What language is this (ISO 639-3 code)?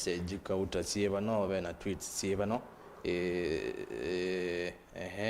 kam